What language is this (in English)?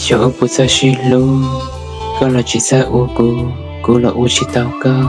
Hmong